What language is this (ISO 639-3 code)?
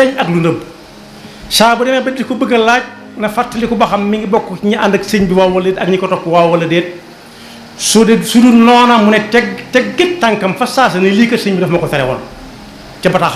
wol